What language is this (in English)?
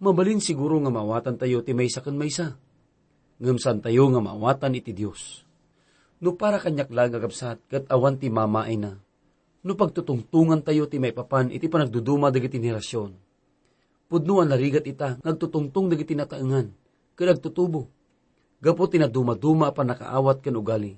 Iloko